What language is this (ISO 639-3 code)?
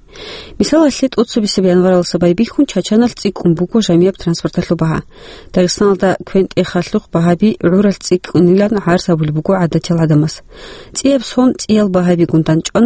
ava